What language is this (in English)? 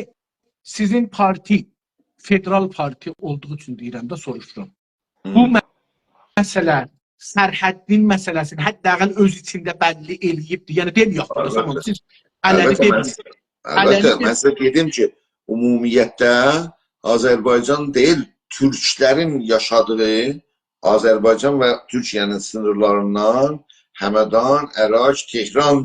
South Azerbaijani